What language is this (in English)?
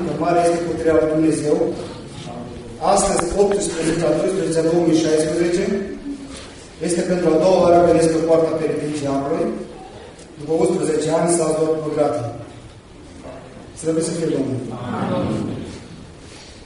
Romanian